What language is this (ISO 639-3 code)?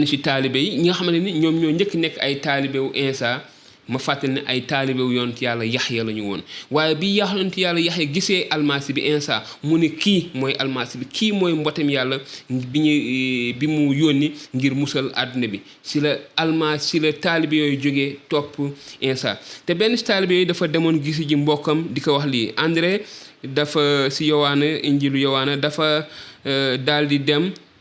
wol